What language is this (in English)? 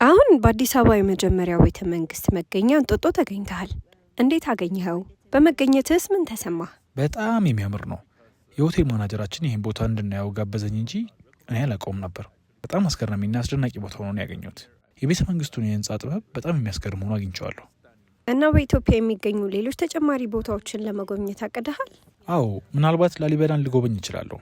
Amharic